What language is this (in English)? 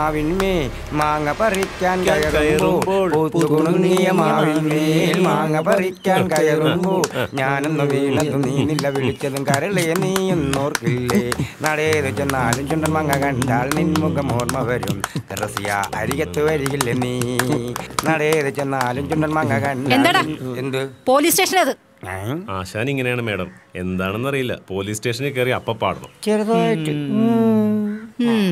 Malayalam